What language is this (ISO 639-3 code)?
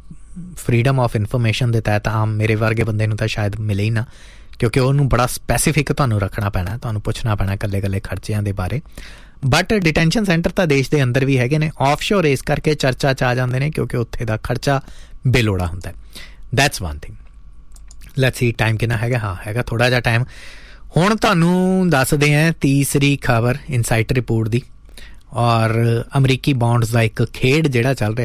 pan